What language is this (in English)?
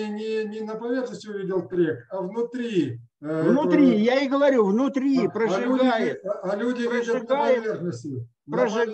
Russian